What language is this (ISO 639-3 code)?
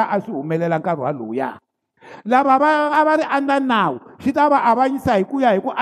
tso